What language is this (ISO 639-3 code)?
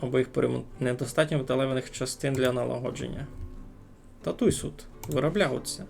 rue